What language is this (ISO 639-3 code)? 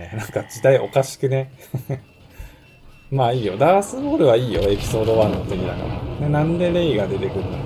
jpn